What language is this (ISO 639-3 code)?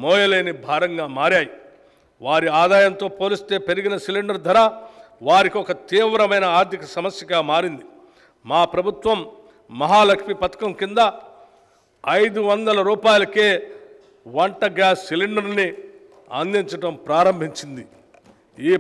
tel